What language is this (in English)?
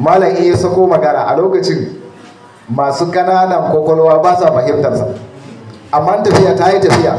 Hausa